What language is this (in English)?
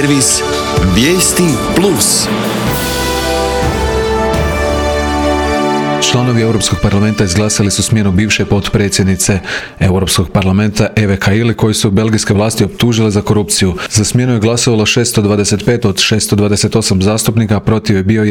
Croatian